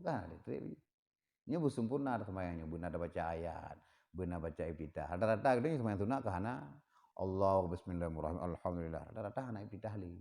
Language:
Achinese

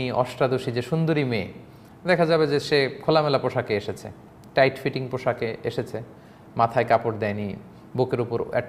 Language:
Bangla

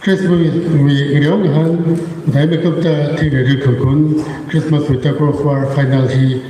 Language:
Tangkhul Naga (India)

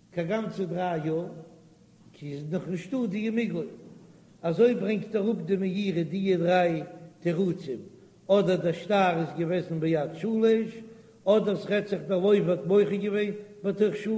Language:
Yiddish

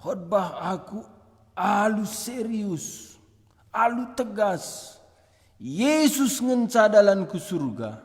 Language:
Batak Karo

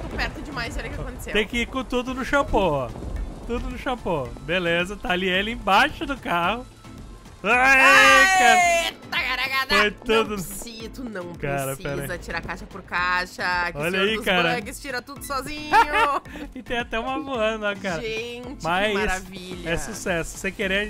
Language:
Portuguese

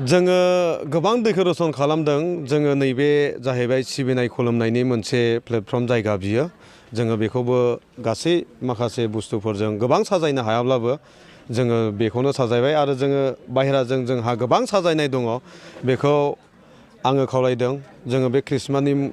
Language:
Bodo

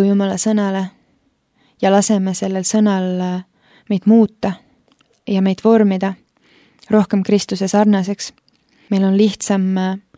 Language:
Estonian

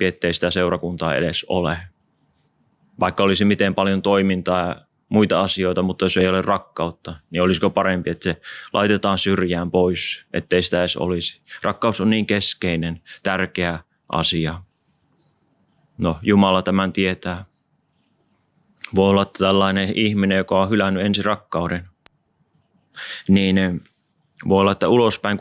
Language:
Finnish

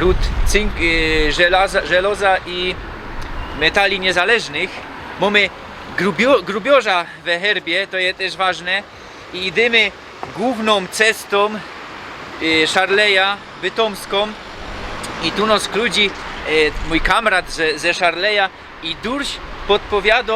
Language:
Silesian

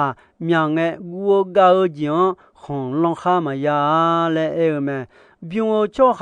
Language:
Akha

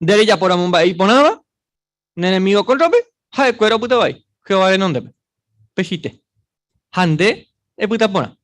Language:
Guarani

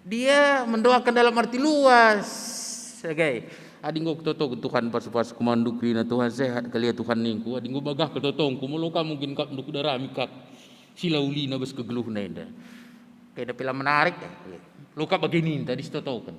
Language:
Batak Karo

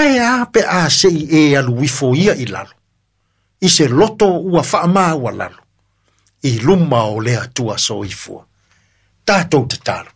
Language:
Samoan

